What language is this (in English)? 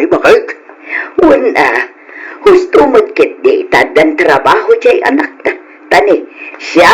Iloko